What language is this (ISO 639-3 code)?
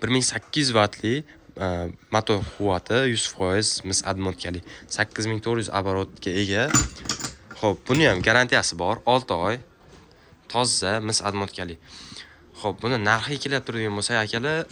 uzb